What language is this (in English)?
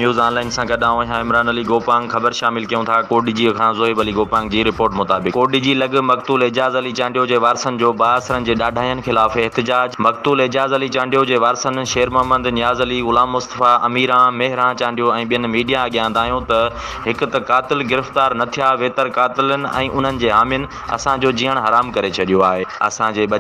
Sindhi